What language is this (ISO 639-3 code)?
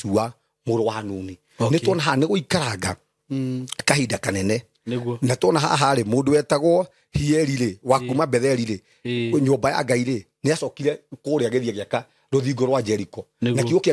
kik